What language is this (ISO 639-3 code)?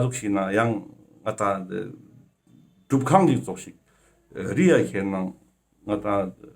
lbj